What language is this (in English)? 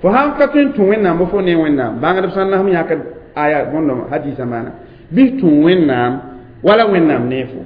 Mossi